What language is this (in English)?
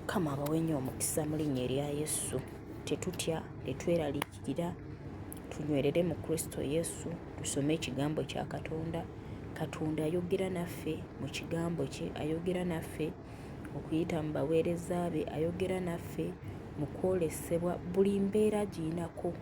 Ganda